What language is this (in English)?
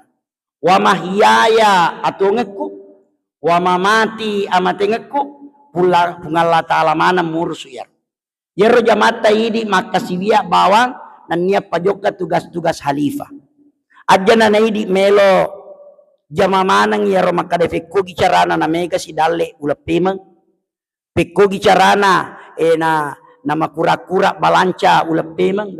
Buginese